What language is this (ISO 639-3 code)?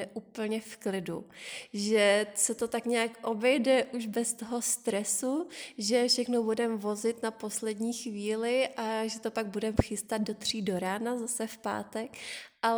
ces